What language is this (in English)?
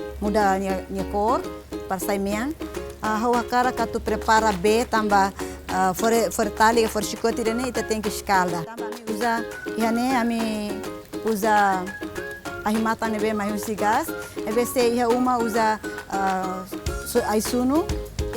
Tetum